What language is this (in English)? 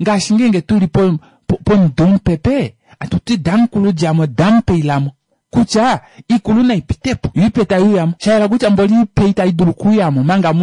Kuanyama